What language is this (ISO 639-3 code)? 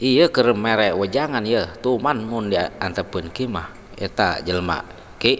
sun